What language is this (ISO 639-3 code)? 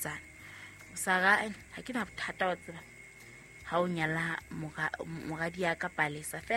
sot